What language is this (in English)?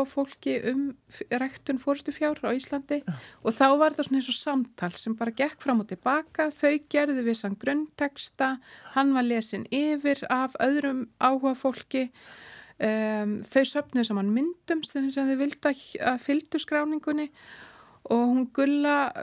Icelandic